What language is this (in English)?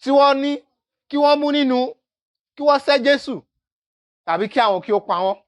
Yoruba